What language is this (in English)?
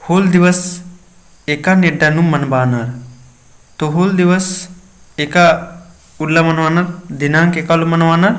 Kurukh